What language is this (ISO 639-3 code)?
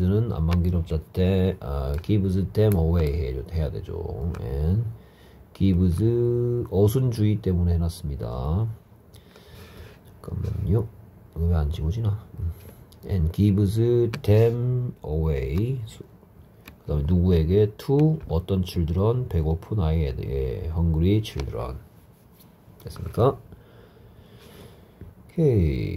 kor